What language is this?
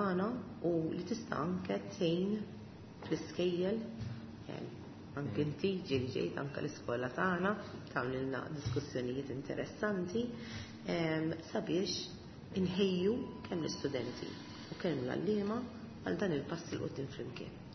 Maltese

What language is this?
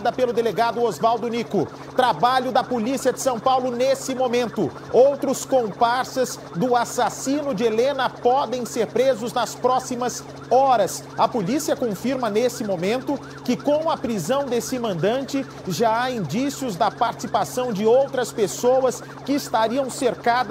Portuguese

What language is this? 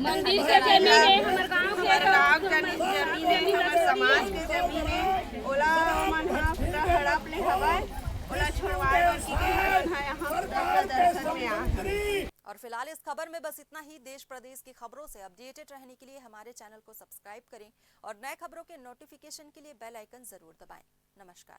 Chhattisgarhi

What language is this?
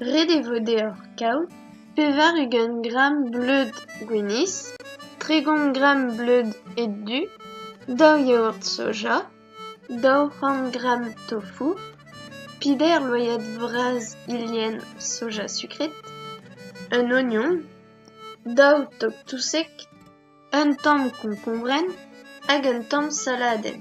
Breton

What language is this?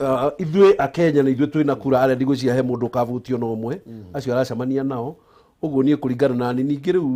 Kikuyu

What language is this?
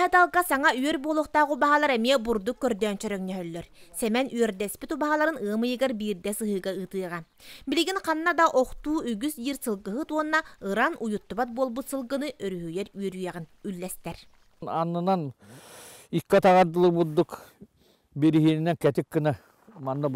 Yakut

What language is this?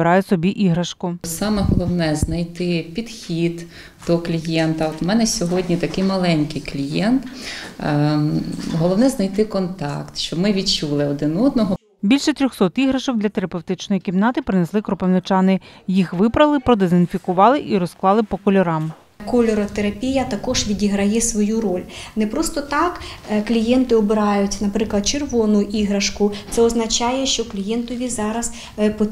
Ukrainian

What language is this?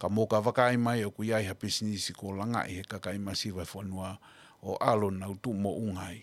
Tongan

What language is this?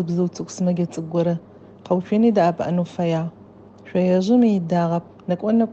Adyghe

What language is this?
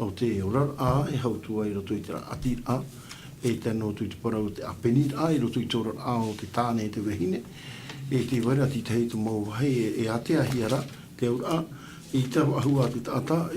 Tahitian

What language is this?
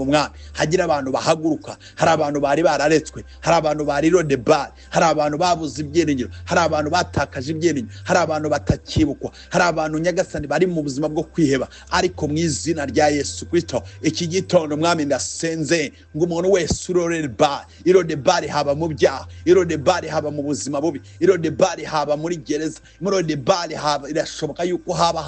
Kinyarwanda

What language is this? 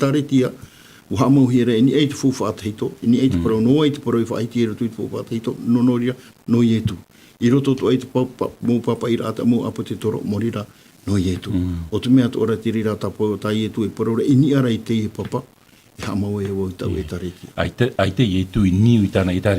Tahitian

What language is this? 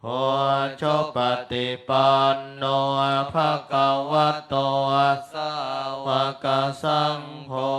Pali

